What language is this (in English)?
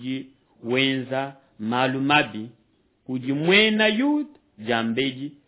Luba-Lulua